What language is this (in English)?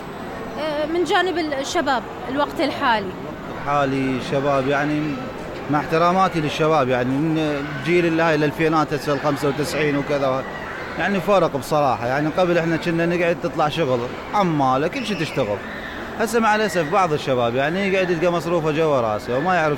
Mesopotamian Arabic